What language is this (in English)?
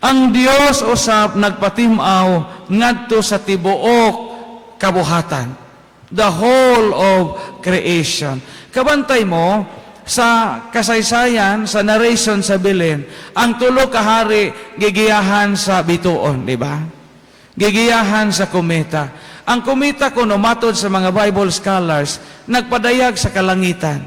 Cebuano